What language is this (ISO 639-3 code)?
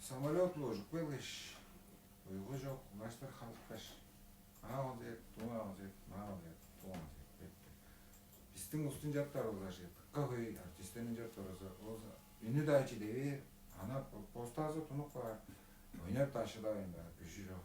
tyv